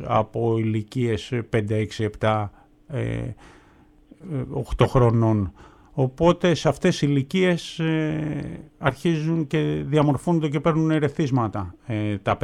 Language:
Greek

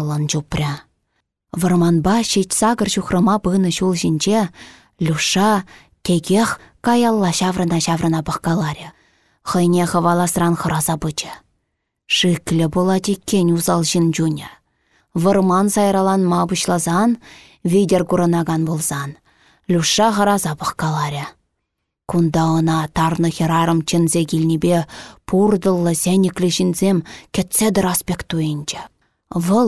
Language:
Chuvash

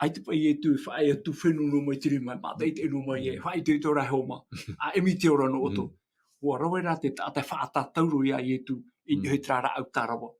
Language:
Tahitian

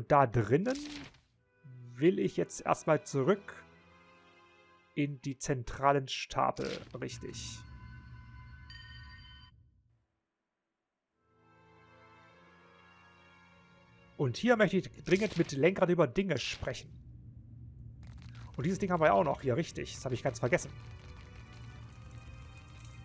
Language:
German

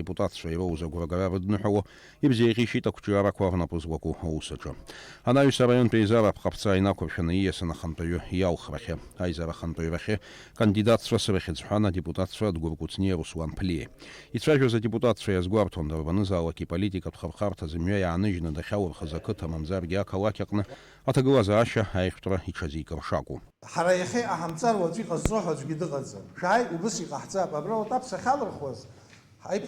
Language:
Abkhazian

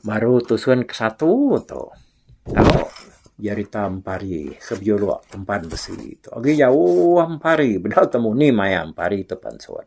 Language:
Iban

